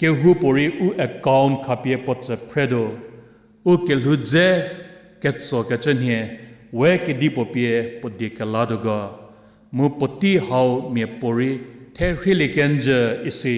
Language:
Angami Naga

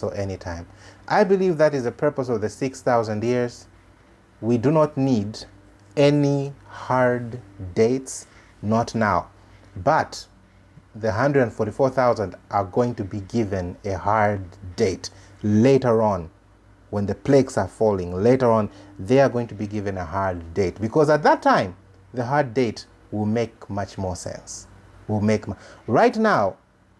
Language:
English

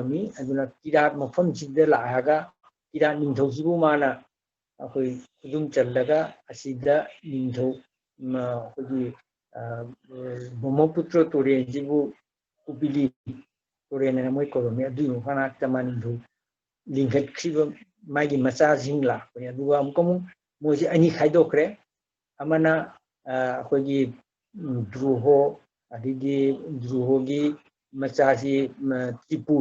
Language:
Manipuri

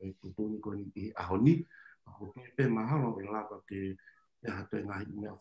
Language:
Tongan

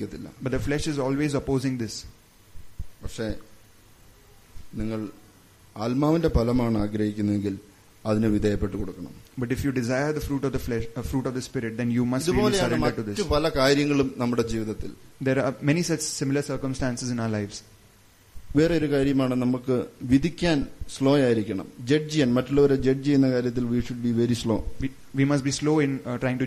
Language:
Malayalam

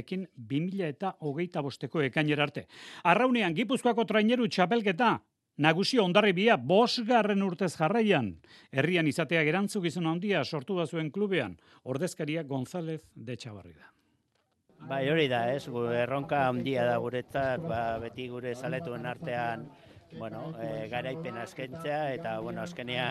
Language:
Basque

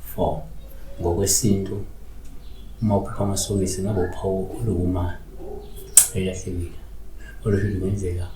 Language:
Zulu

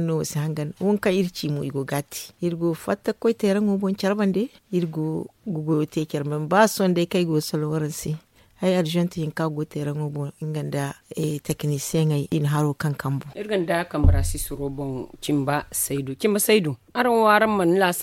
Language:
Zarma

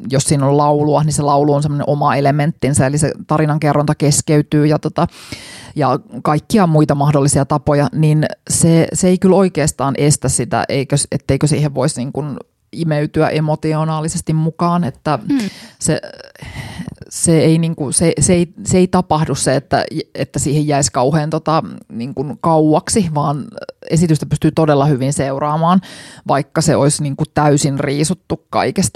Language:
Finnish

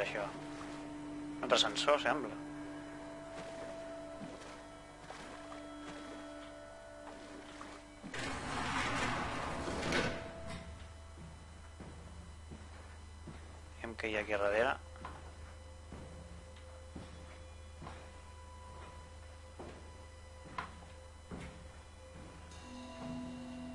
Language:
Catalan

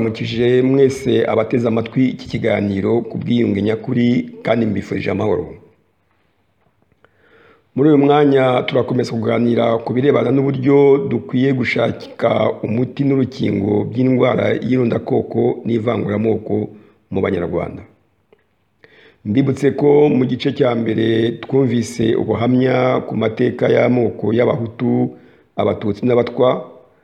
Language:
Kinyarwanda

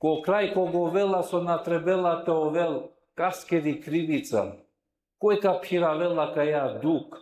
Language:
Balkan Romani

